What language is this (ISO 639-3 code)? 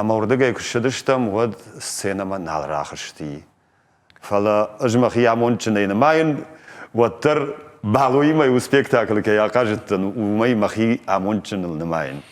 oss